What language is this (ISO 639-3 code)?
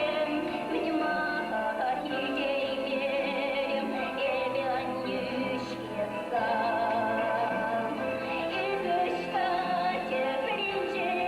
chv